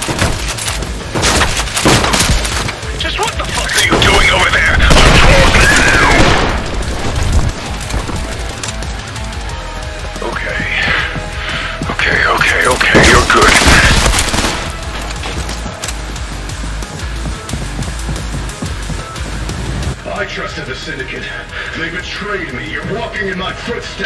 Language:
English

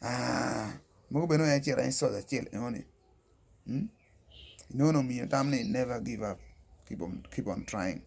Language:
Acoli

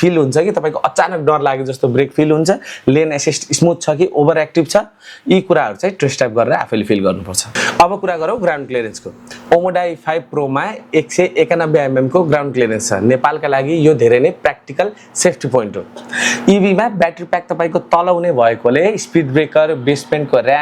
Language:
Nepali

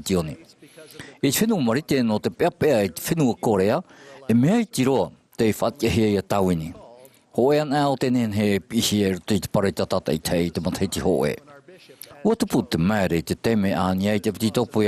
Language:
Tahitian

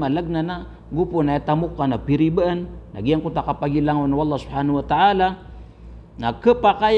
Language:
Maranao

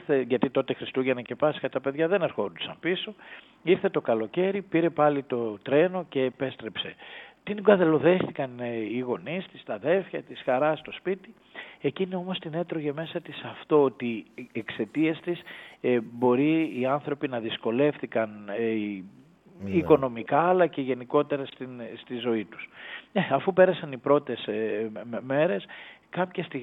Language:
Greek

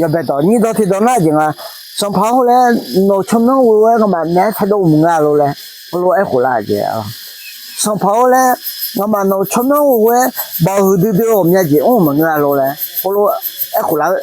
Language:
Akha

